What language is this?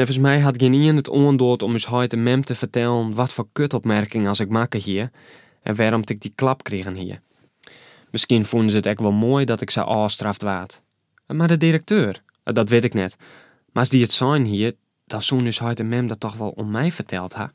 Western Frisian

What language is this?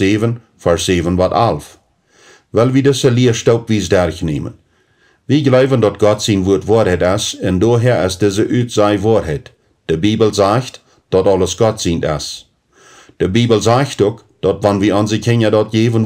Plautdietsch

